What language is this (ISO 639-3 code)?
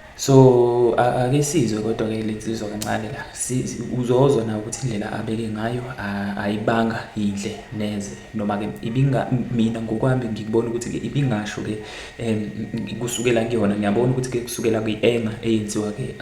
zul